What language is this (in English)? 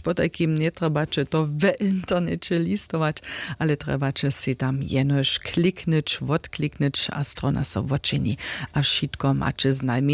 Upper Sorbian